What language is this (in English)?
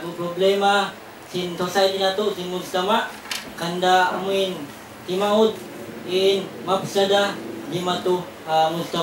Tausug